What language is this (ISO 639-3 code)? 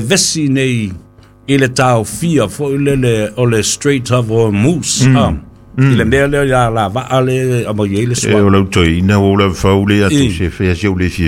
smo